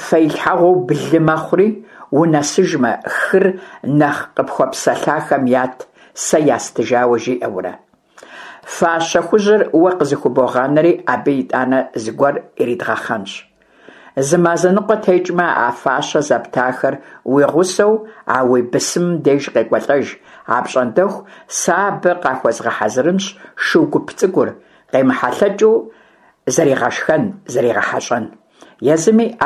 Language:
Kabardian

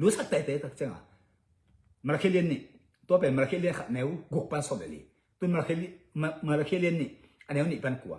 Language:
Tedim Chin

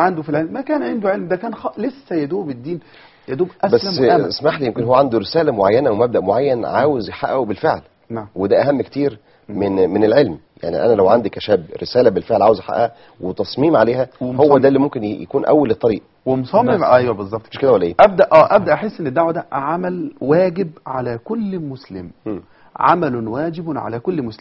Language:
Egyptian Arabic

